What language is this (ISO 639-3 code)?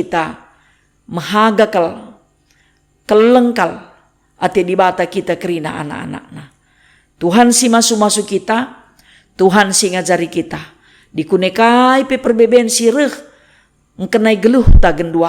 btx